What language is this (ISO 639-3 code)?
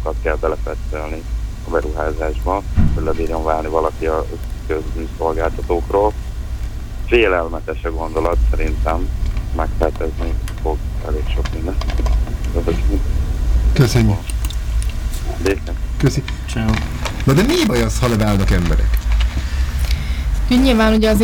hun